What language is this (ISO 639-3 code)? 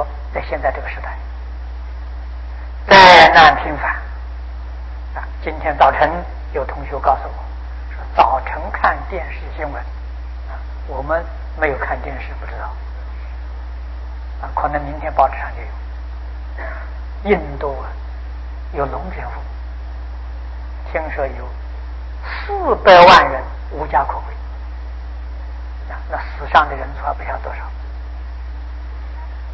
zho